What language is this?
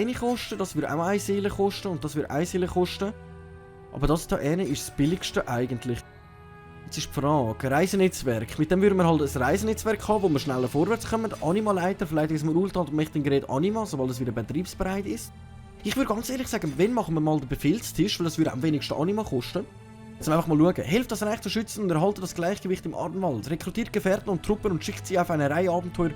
Swiss German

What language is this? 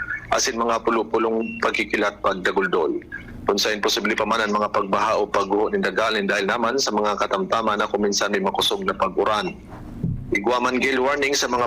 Bikol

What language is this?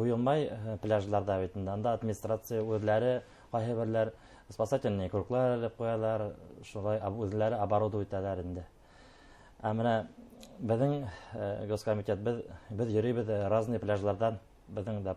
Bashkir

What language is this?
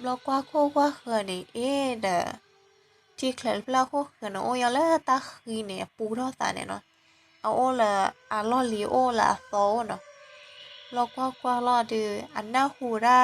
S'gaw Karen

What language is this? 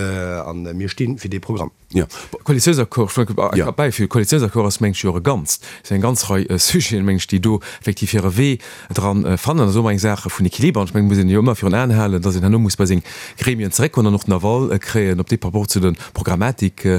Luxembourgish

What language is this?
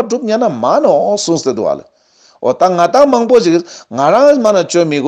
Ladakhi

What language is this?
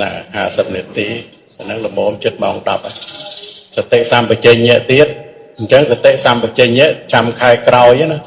Khmer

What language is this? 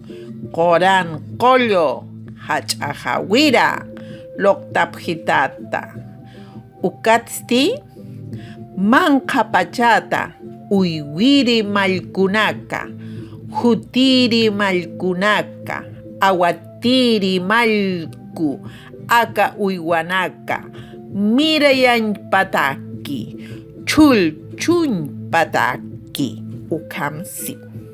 Aymara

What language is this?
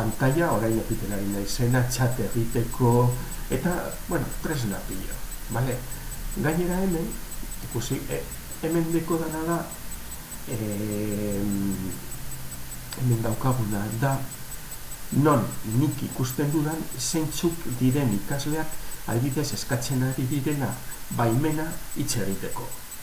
Basque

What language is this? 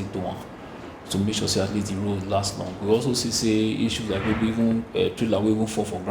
Nigerian Pidgin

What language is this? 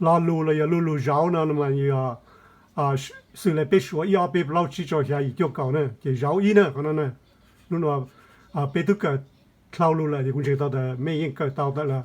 Hmong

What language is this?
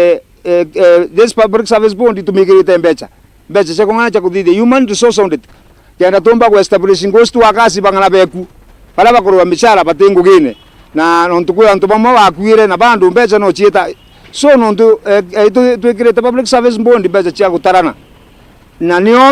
Meru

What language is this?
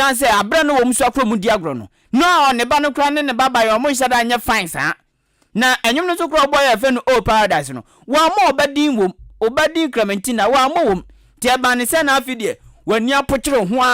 Akan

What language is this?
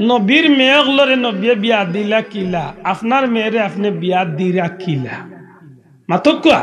Sylheti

